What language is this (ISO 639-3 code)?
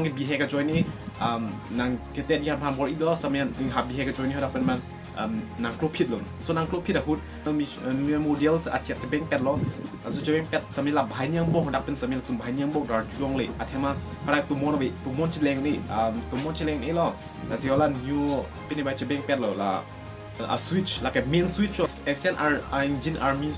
mjw